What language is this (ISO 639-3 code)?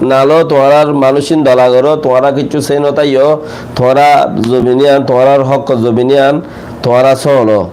rhg